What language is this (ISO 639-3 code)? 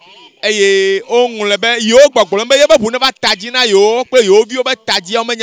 ewe